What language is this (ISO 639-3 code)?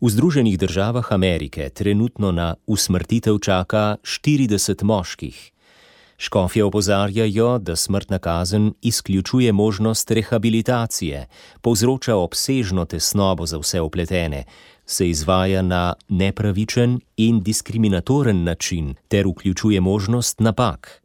slv